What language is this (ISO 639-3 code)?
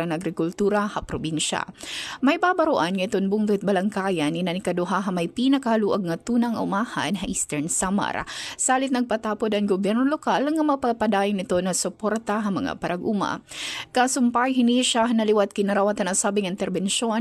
war